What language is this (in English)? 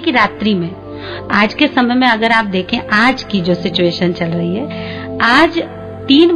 Hindi